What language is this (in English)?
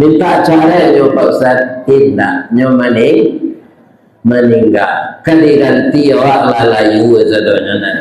Minangkabau